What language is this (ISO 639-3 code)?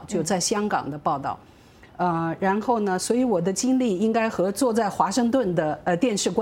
zho